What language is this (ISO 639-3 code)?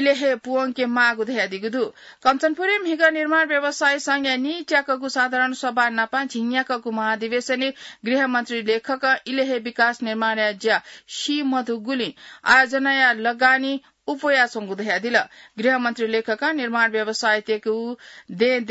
new